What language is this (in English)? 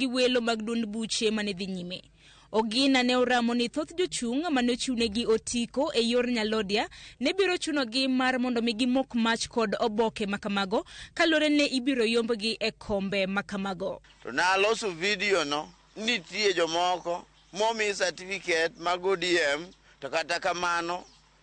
Luo (Kenya and Tanzania)